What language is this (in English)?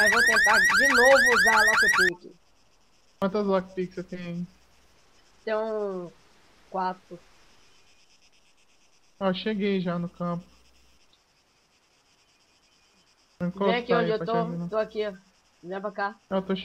Portuguese